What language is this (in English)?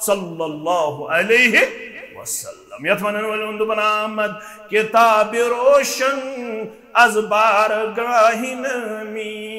Kashmiri